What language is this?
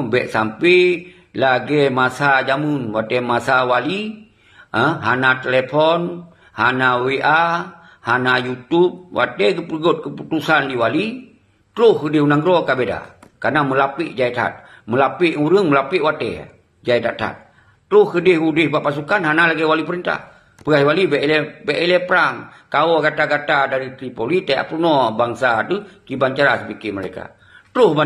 Achinese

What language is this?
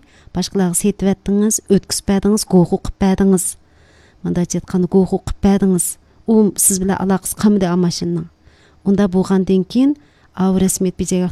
Uyghur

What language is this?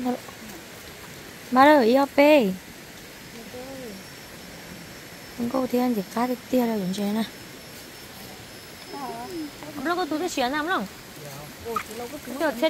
Vietnamese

